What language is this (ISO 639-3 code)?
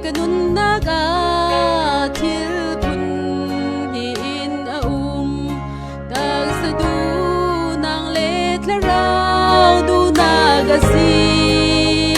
cnh